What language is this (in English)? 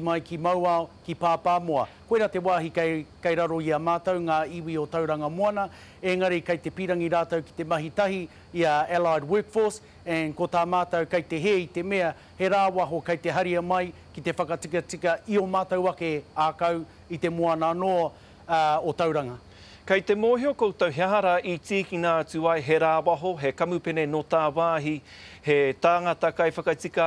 Māori